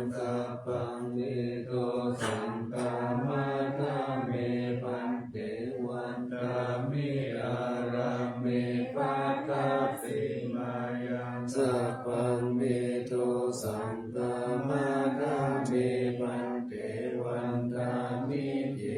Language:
Pali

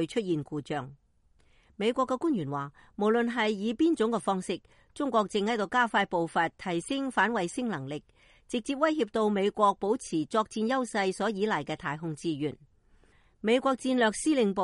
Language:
Cantonese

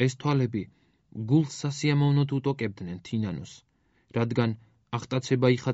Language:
Georgian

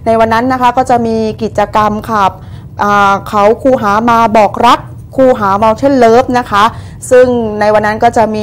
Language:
Thai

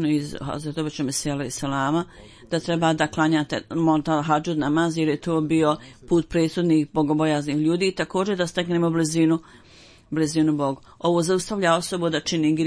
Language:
Bosnian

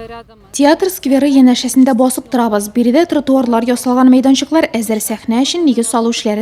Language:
Tatar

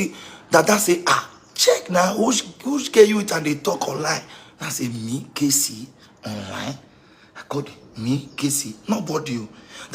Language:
Nigerian Pidgin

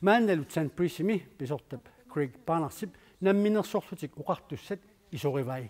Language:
Kalaallisut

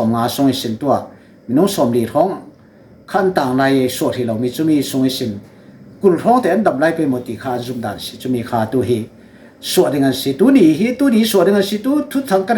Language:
Falam Chin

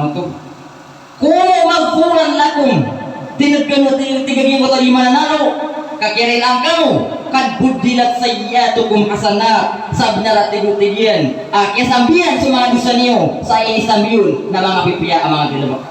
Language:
Maranao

